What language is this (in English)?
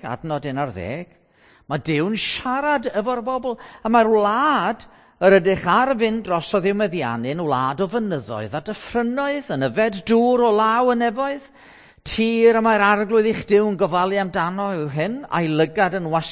Welsh